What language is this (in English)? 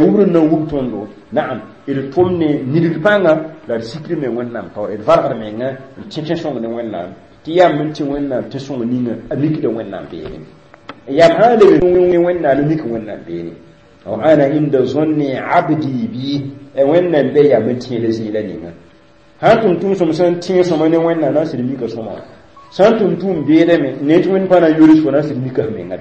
Mossi